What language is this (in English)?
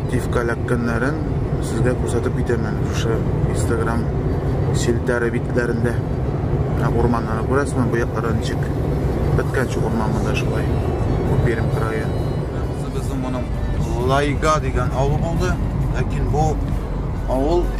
Tatar